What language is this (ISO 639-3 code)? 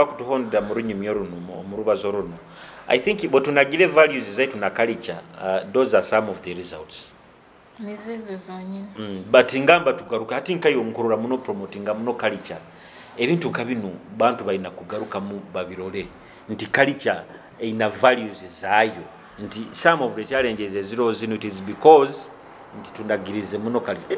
nyo